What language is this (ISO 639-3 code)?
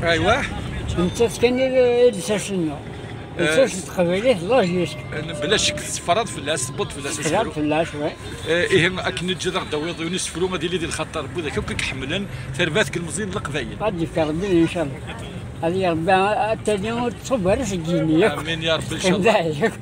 kab